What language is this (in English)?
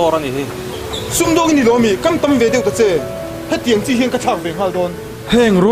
Mizo